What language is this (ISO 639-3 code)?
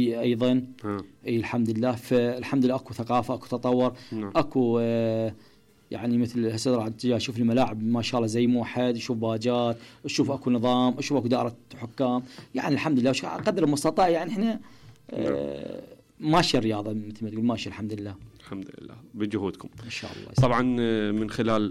acm